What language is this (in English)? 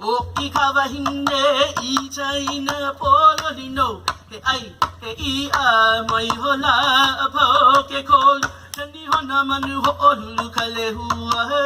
Hawaiian